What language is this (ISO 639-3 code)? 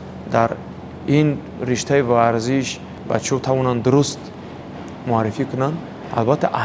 tgk